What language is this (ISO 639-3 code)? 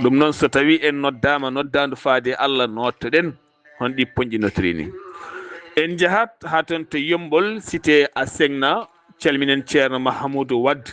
ful